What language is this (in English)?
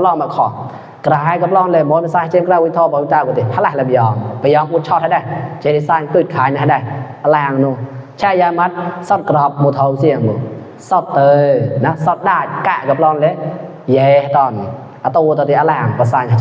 Mon